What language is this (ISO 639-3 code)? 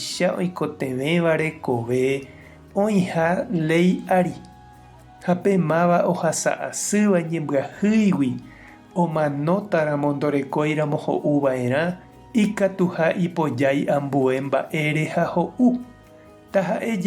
grn